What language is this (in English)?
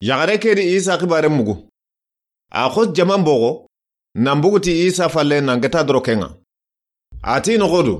Soninke